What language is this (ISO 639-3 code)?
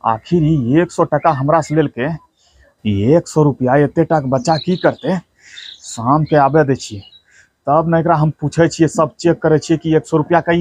anp